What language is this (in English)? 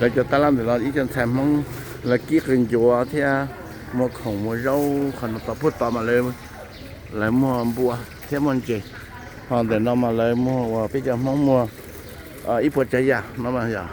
Hmong